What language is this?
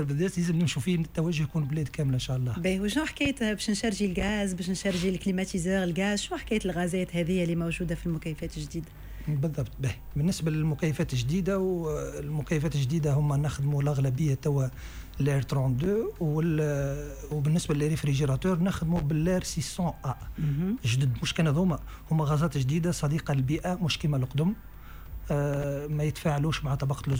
Tunisian Arabic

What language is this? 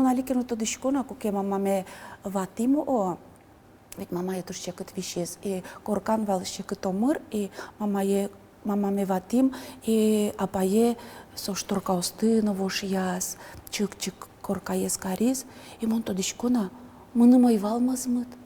Udmurt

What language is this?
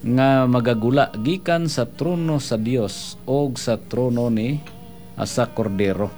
Cebuano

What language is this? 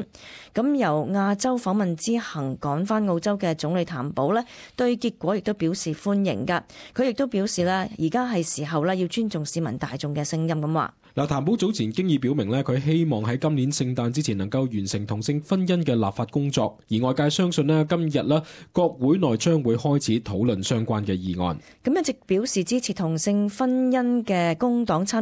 Cantonese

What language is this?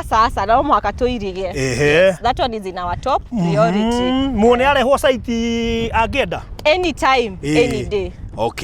Kikuyu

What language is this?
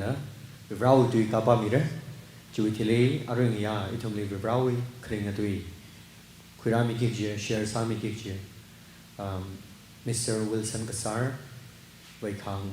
Tangkhul Naga (India)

